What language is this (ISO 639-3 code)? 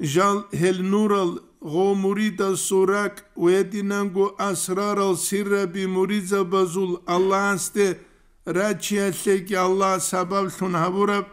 ava